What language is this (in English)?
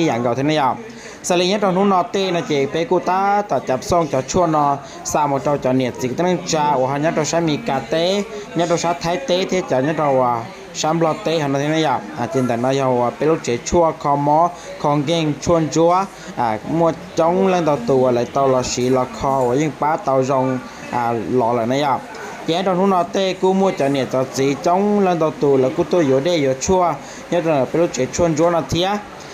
Hmong